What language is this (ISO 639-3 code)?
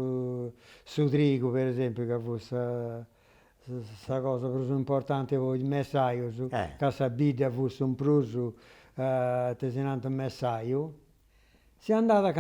srd